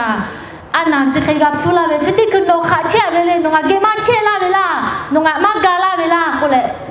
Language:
Lahu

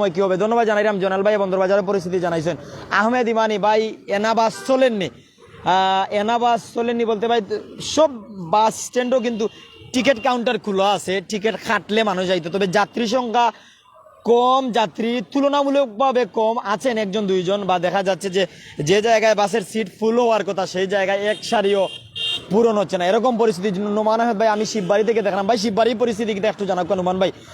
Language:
Sylheti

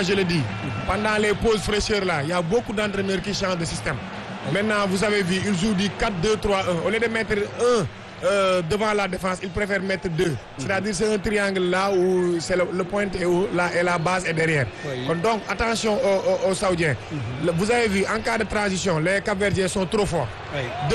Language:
French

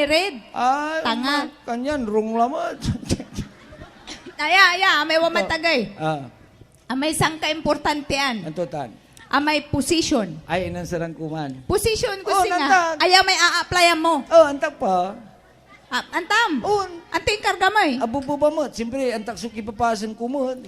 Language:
Pangasinan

